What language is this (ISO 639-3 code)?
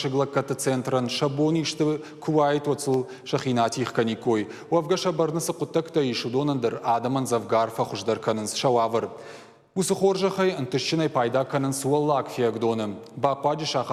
oss